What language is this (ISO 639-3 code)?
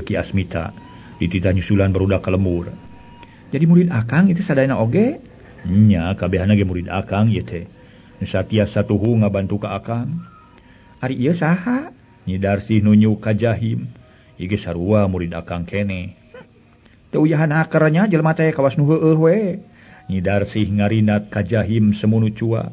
sun